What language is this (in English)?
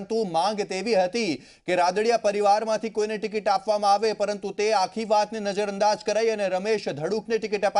Gujarati